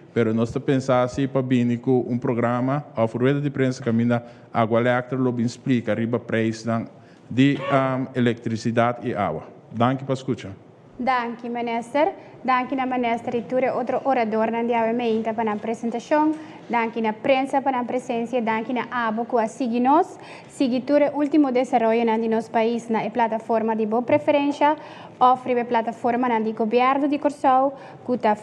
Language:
Papiamento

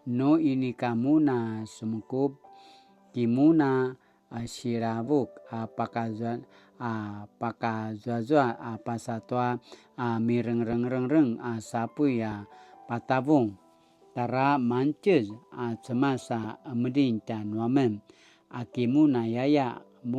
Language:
Paiwan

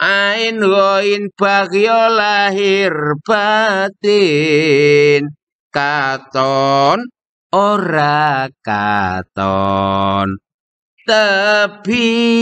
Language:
Javanese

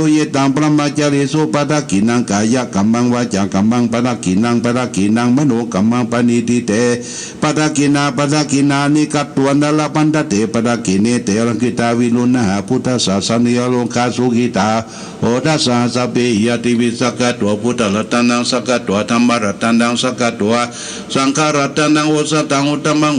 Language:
Pali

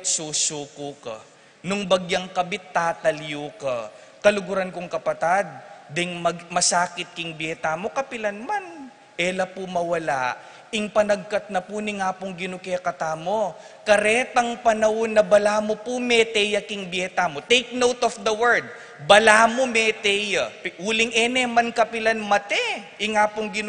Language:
Pampanga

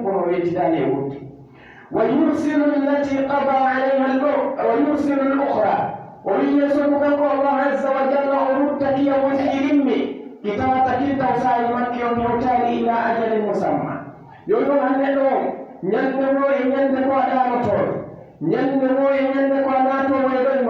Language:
Pular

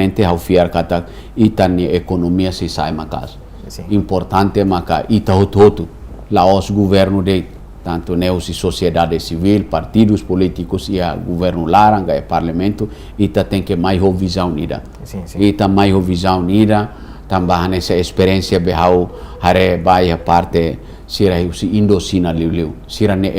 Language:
Tetum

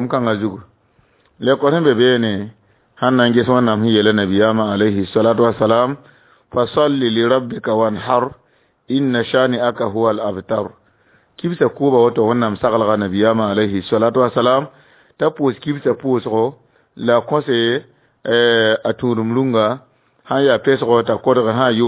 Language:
Mossi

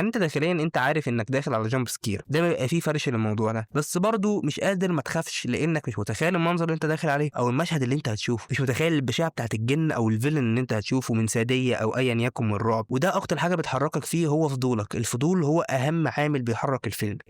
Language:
Egyptian Arabic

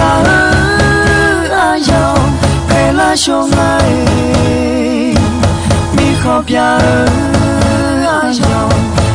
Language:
Akha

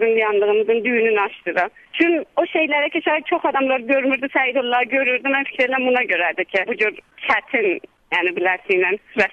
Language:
South Azerbaijani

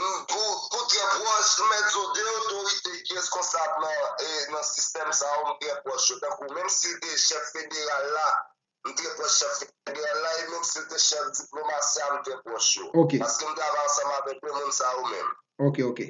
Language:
Haitian Creole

